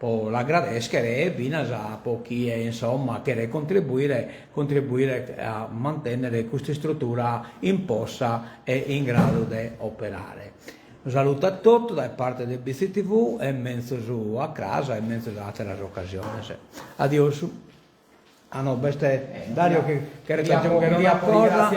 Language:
Sardinian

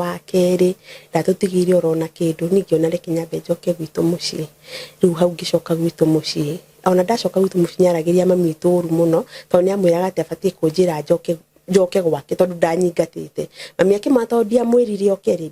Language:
Kikuyu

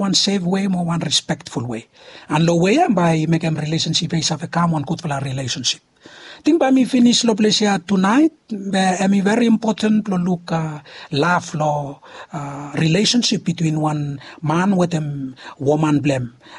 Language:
Bislama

